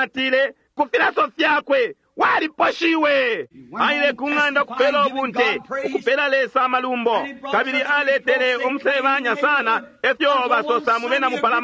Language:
Bemba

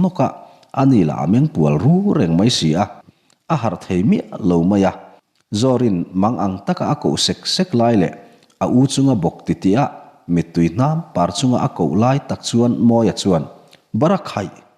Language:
Mizo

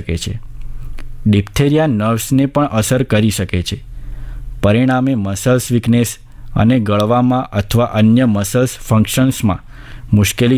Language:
Gujarati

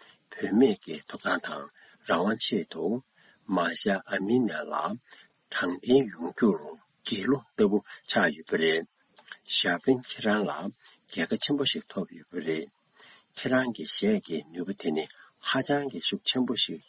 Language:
Tibetan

